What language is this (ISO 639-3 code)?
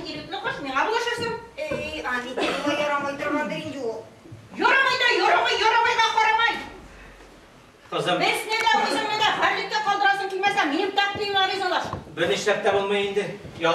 tat